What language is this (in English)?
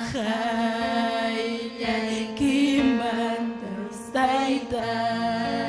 Ayacucho Quechua